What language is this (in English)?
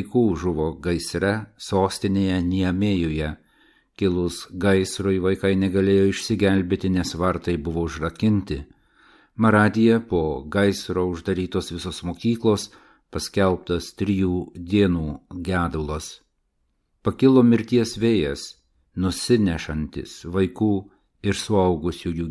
Lithuanian